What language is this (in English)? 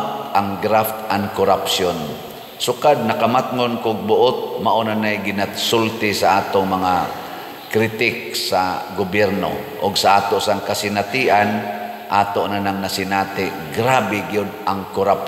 Cebuano